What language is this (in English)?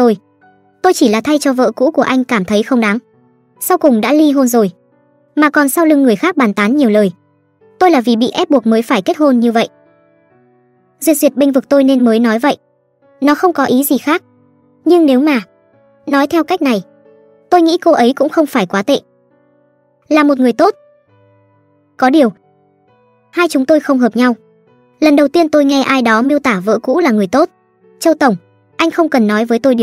Vietnamese